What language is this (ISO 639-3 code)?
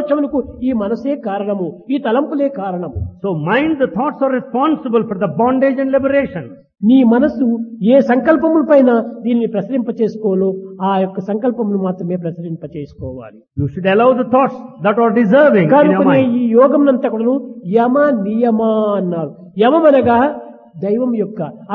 tel